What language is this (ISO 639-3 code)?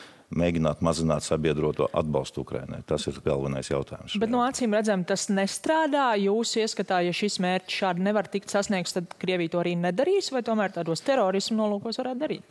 lav